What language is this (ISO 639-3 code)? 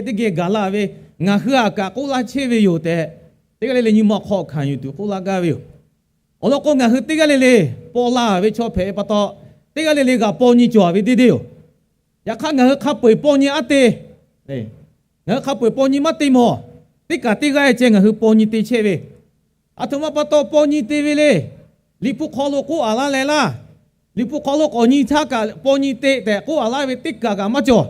lhu